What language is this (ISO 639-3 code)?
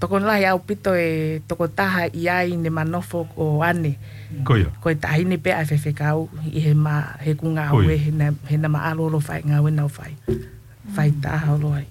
ton